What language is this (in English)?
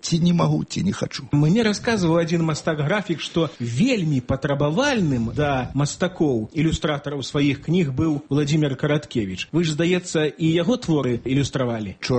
Belarusian